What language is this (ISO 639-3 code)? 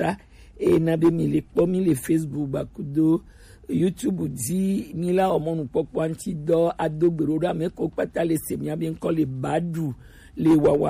gej